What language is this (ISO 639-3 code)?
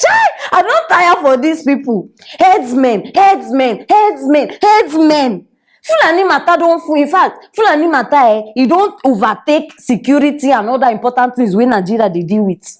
pcm